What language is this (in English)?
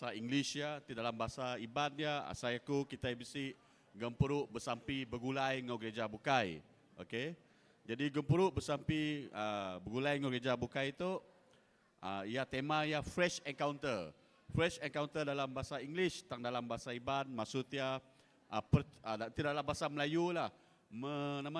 Iban